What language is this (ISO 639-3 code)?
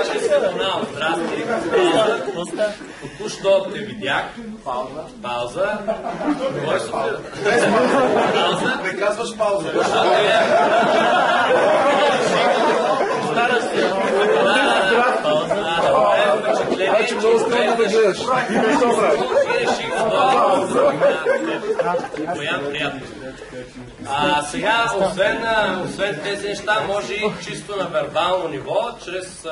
bul